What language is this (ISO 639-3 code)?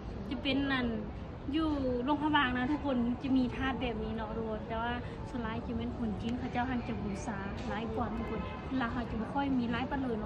lao